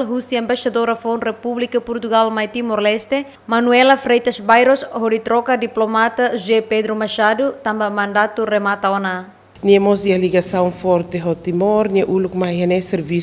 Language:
Tetum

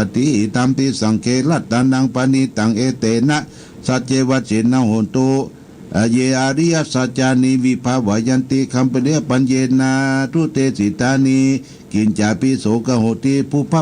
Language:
Pali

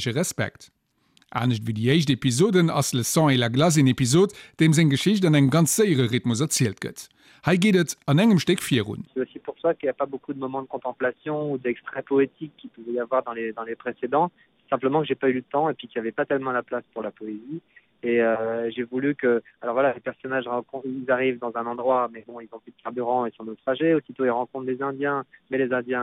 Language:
Luxembourgish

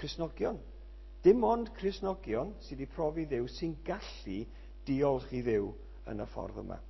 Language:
Welsh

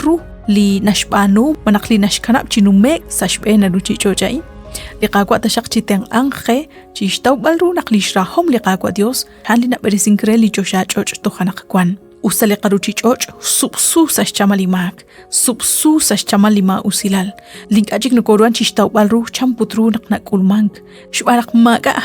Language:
Kekchí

